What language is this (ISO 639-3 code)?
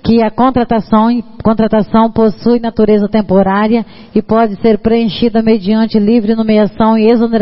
por